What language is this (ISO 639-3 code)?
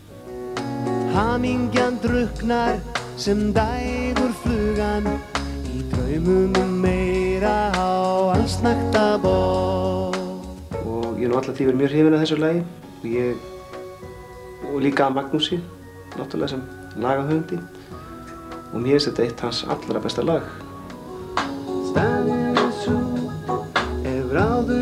isl